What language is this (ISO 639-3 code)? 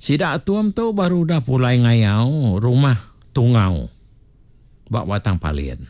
iba